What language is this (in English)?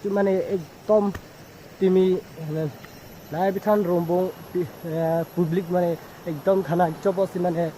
Karbi